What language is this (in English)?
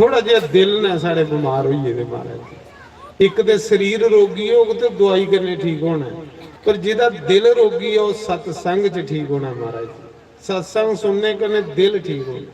Dogri